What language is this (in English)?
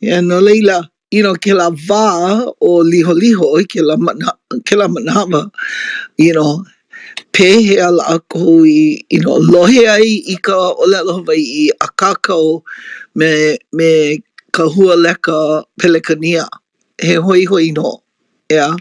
Hawaiian